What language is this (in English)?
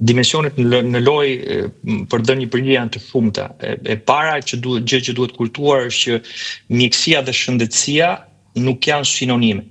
Albanian